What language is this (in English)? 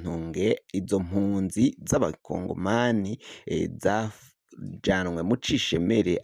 Rundi